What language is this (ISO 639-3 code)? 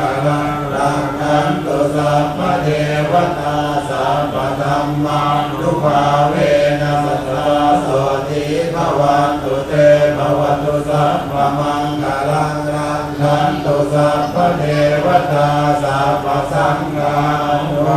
pli